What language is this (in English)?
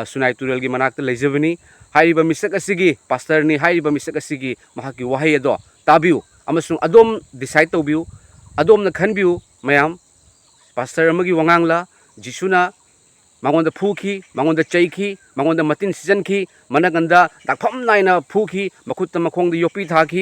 Manipuri